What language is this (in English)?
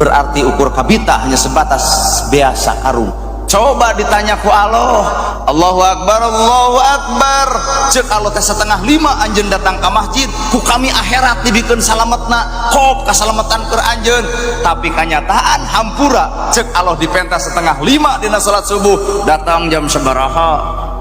Sundanese